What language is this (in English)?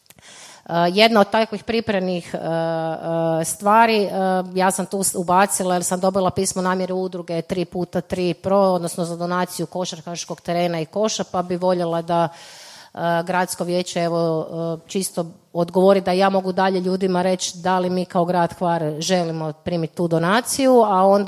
Croatian